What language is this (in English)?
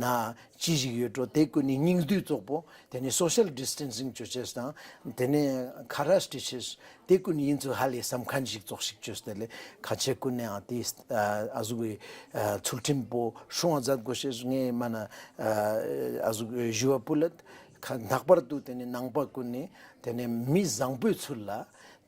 Ladakhi